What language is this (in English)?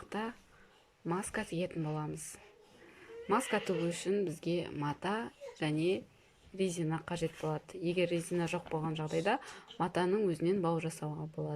Kazakh